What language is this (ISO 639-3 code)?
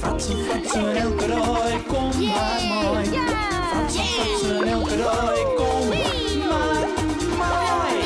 fry